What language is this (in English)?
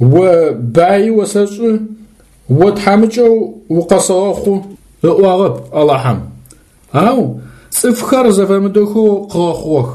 Adyghe